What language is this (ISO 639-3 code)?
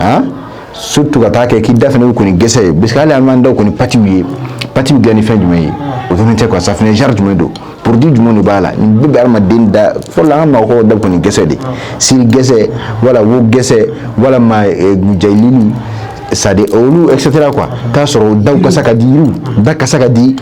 bam